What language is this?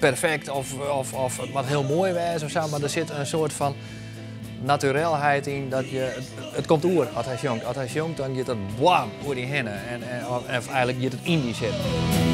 Western Frisian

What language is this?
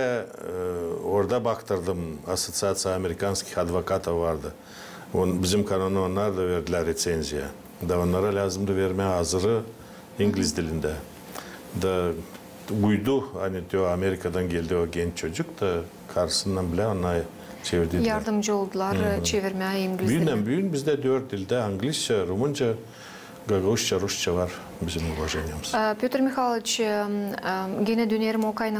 Gagauz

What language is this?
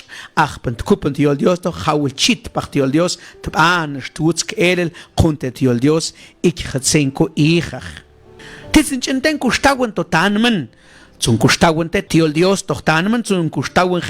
Mam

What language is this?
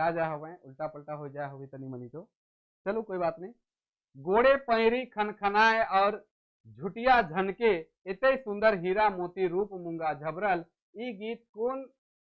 Sadri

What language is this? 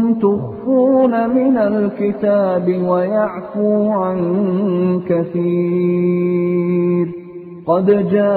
Arabic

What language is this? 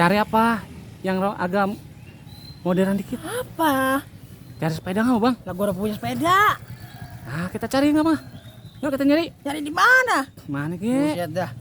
Betawi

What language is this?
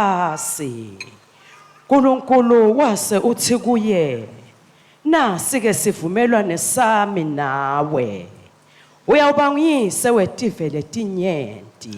Swati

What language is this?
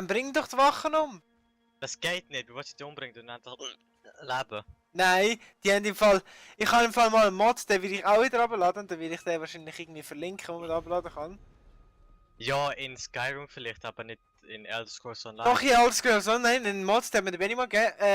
Swiss German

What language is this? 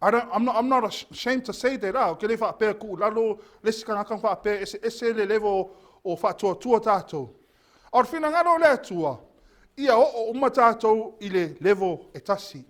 Samoan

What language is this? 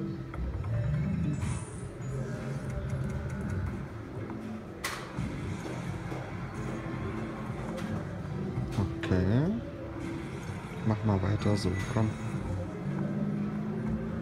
German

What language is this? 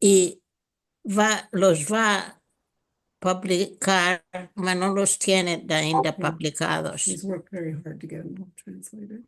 Ladino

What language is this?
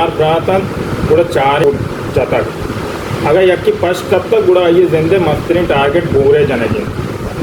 Baluchi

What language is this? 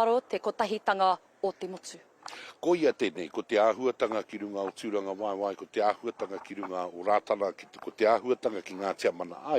Māori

